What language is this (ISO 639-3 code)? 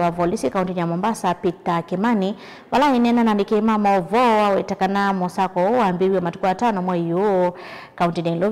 kam